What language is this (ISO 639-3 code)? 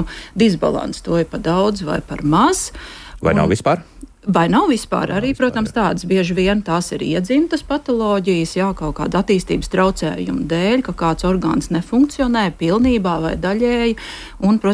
lav